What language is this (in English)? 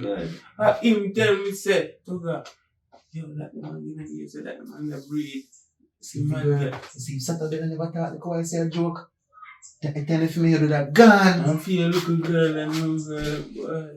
Jamaican Creole English